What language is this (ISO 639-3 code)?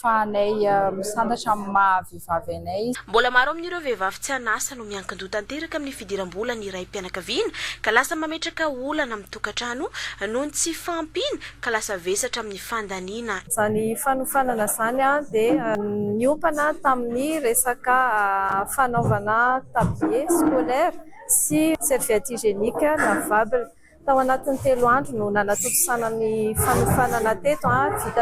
mlg